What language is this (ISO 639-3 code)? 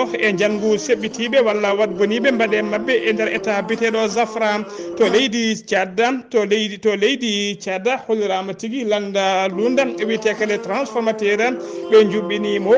ful